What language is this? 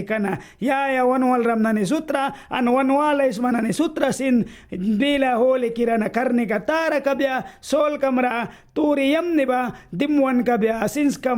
Mískito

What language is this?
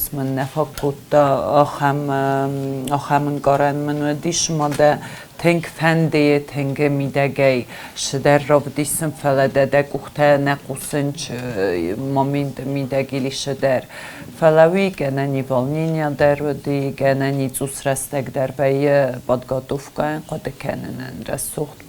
Ossetic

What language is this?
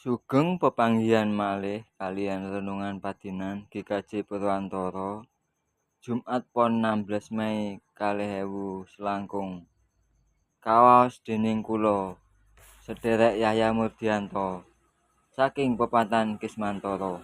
Javanese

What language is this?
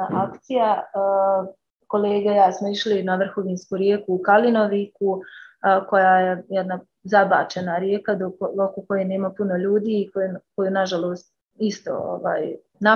Bosnian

